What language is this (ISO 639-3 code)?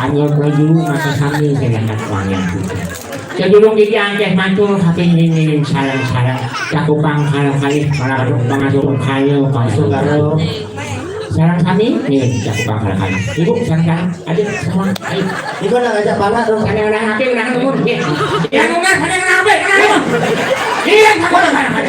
ban